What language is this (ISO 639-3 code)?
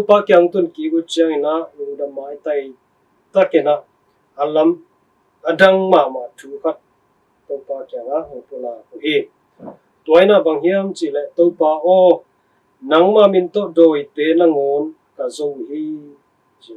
ctd